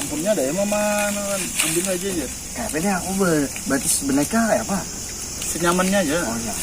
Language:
Banjar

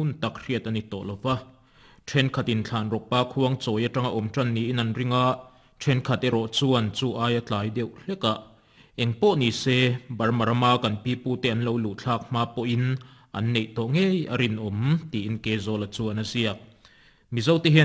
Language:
Mizo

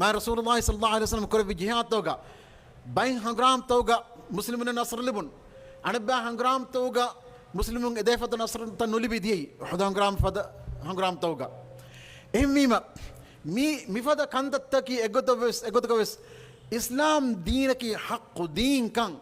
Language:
Divehi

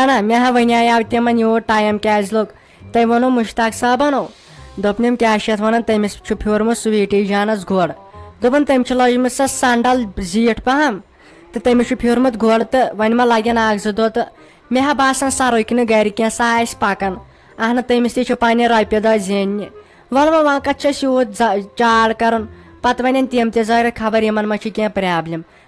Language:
Kashmiri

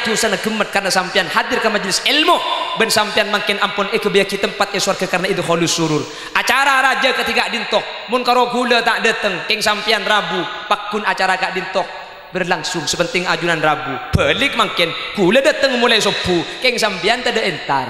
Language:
Madurese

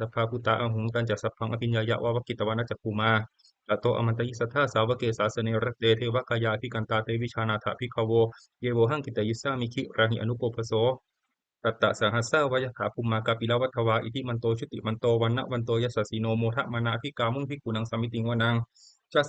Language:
Pali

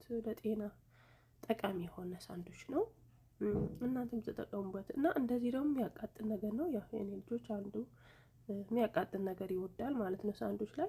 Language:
Amharic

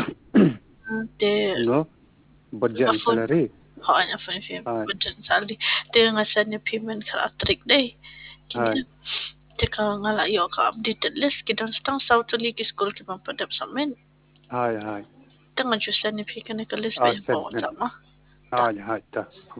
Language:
Khasi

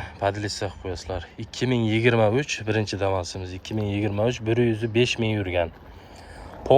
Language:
Uzbek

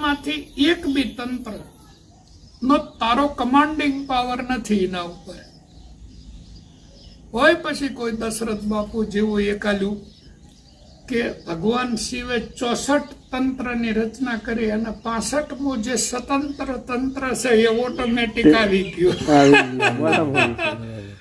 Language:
Gujarati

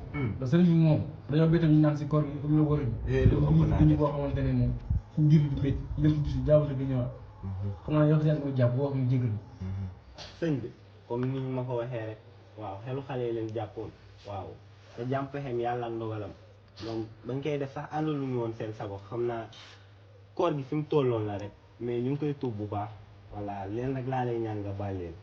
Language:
Wolof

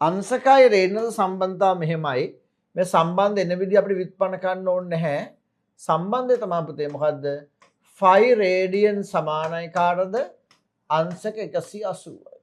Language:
Sinhala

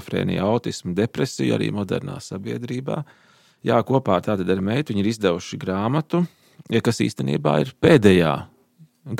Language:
Latvian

